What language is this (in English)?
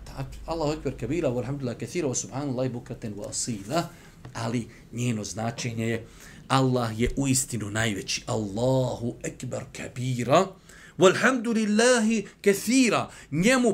Bosnian